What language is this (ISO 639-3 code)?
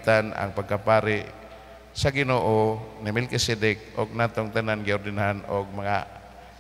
ceb